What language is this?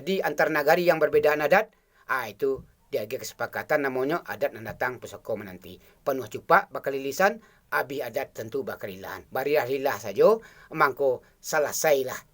Minangkabau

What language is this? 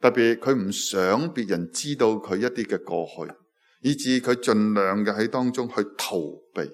Cantonese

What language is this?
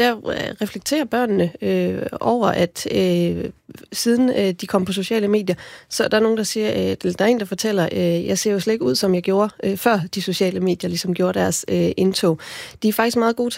Danish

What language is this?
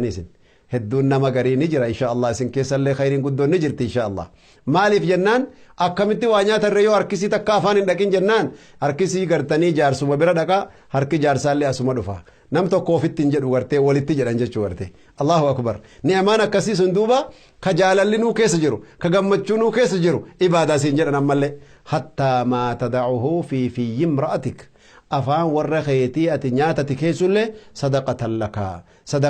Oromo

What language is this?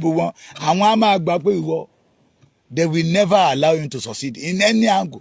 Yoruba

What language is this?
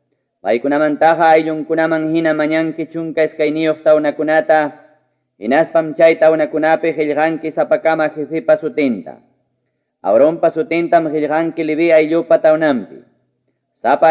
Ayacucho Quechua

